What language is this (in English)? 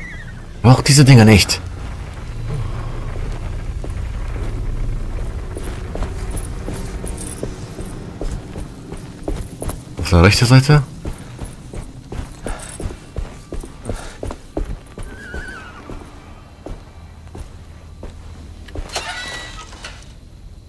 German